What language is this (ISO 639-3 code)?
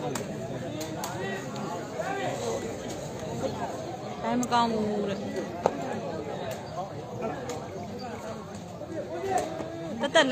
mya